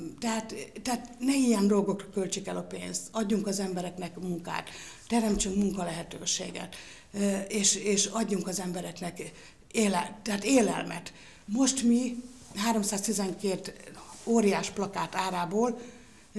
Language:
Hungarian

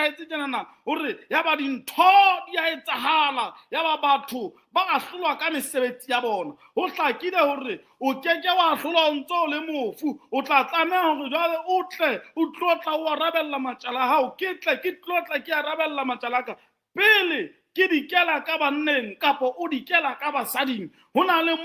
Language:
Southern Sotho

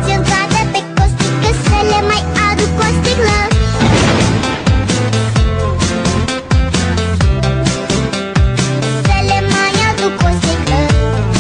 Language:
Romanian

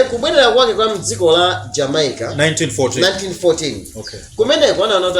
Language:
Nyanja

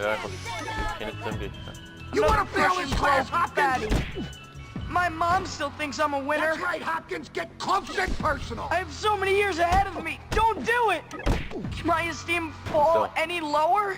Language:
Swiss German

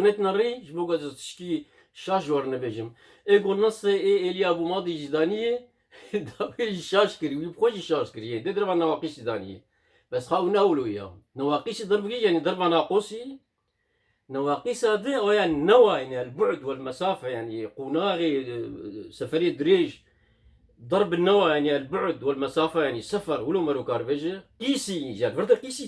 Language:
Kurdish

